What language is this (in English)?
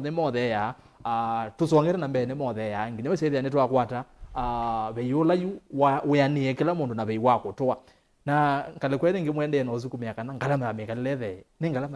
Kamba